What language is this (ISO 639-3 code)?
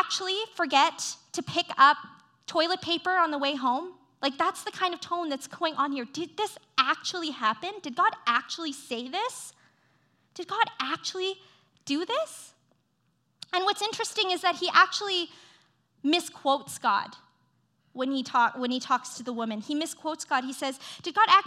eng